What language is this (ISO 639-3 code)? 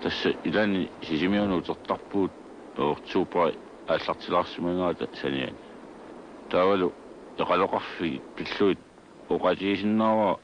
kal